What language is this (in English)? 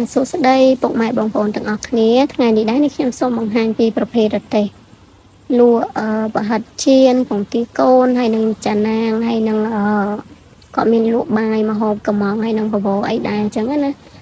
Khmer